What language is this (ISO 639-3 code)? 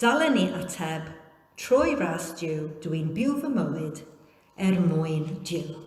cym